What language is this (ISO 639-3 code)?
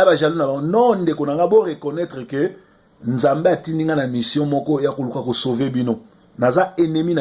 lin